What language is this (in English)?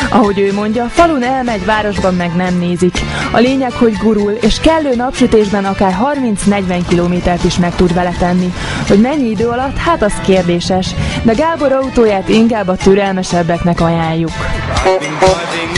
Hungarian